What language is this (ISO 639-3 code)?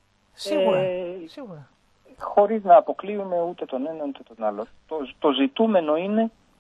ell